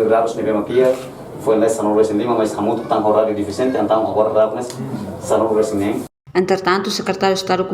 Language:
Tetum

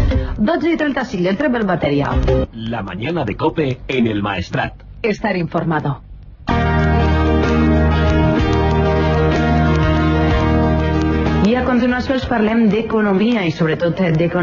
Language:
Catalan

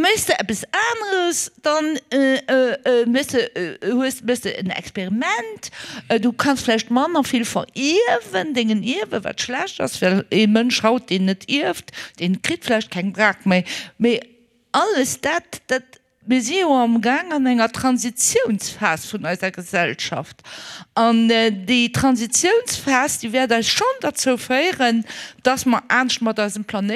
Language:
Luxembourgish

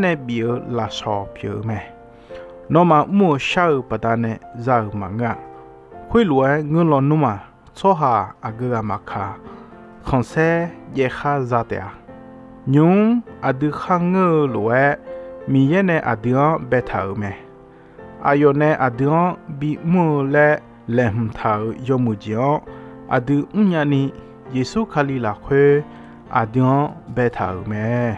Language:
Akha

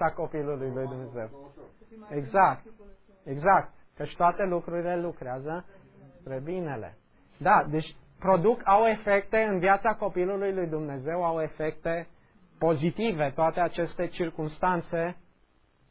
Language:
Romanian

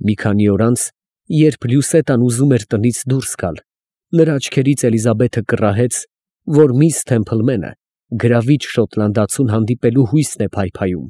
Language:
Armenian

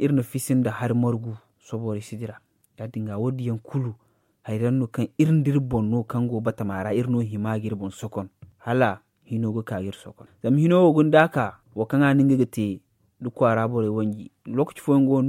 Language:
Zarma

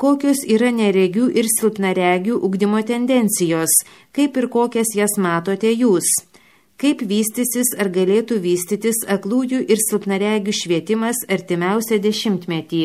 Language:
Lithuanian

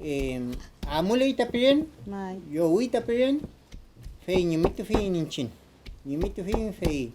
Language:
Mapuche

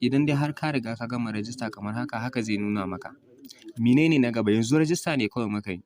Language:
Hausa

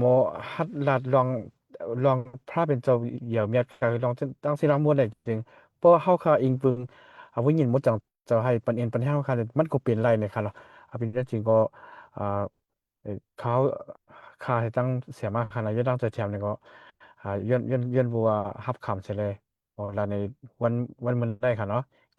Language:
Shan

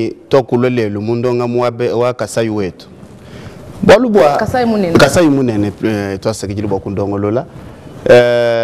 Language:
Luba-Lulua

